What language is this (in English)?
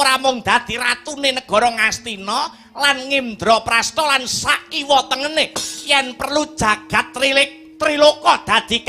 Javanese